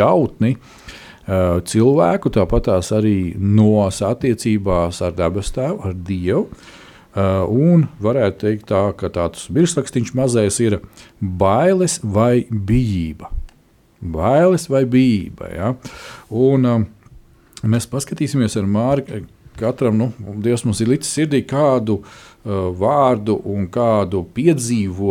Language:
Latvian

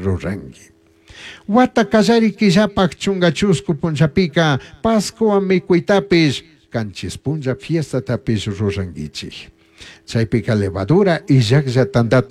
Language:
Chimborazo Highland Quichua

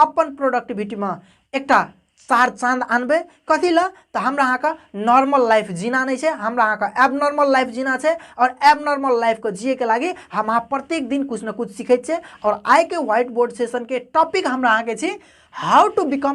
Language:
Maithili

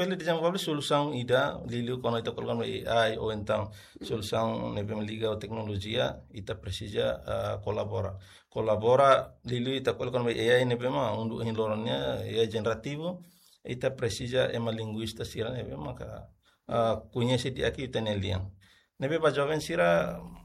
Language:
Tetum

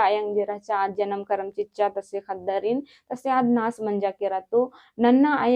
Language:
Kurukh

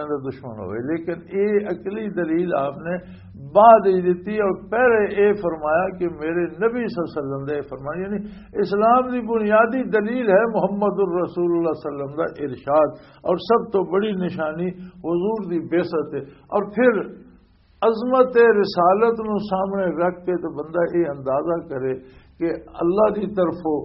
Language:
Western Panjabi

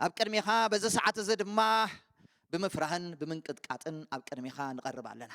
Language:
Tigrinya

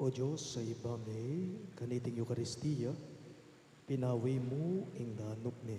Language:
Pampanga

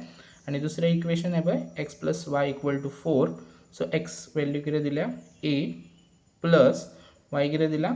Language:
Konkani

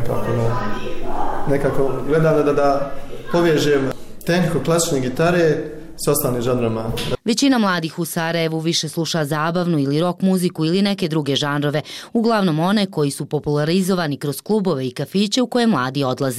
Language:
Bosnian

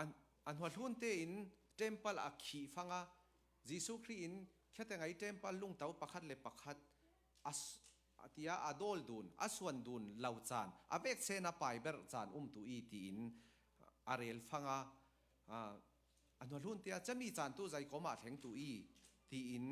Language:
Falam Chin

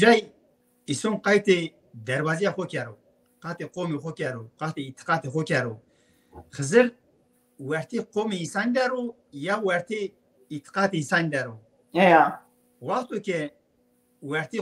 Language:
Zaza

